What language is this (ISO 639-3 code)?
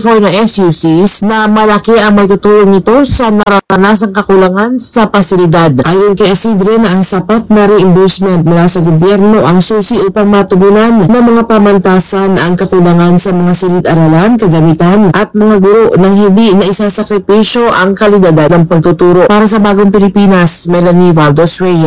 fil